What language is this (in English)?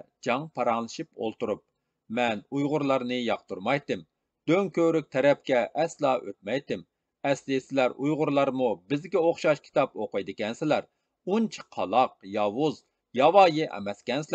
Uyghur